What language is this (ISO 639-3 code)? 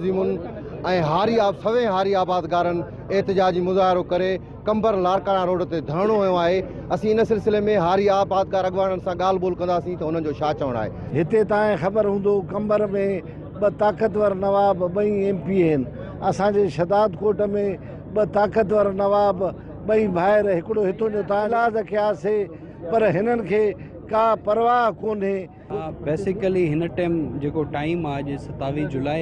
snd